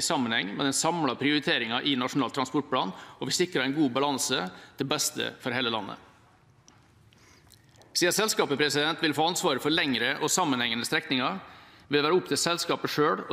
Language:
Norwegian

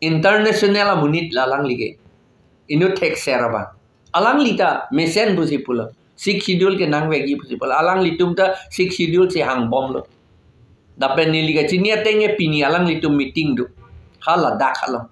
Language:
Karbi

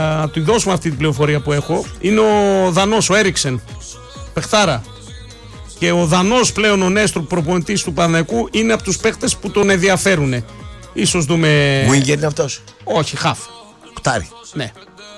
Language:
Greek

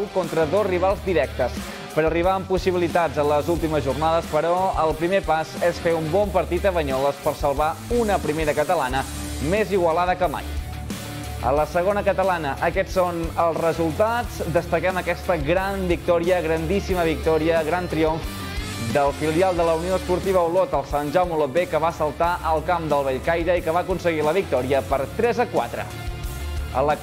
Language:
Catalan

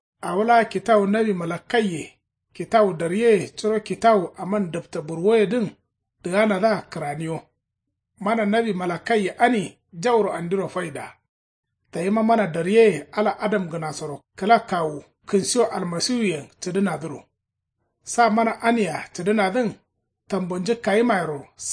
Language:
Kanuri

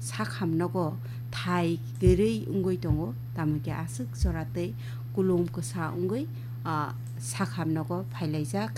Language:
Kok Borok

